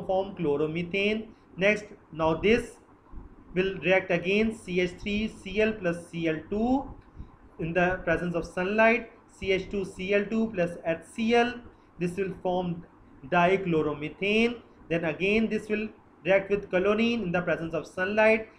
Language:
English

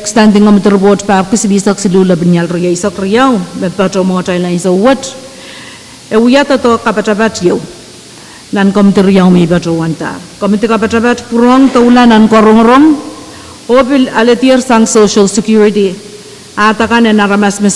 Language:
Pohnpeian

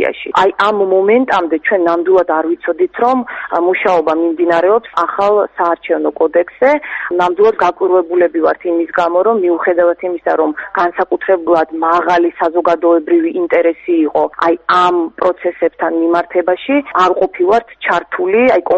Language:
Georgian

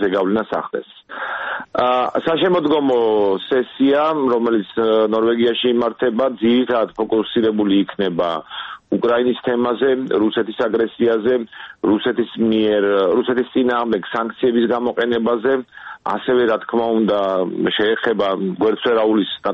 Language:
Georgian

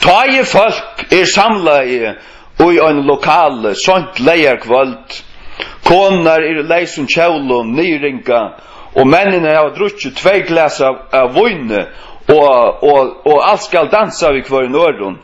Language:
Faroese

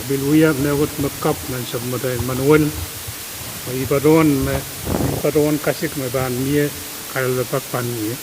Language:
Pohnpeian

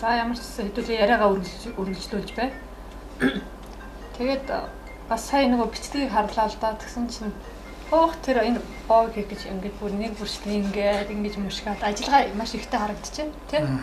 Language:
Mongolian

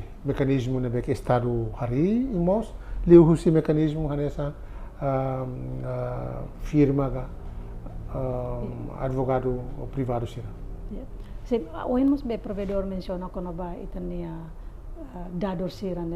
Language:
Tetum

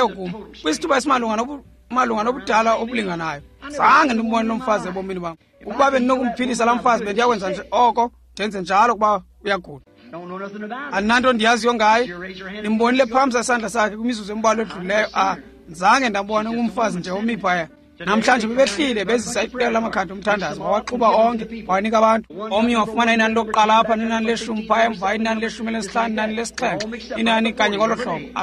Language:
Xhosa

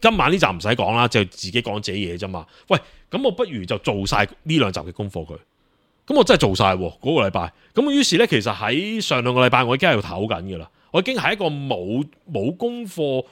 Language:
Cantonese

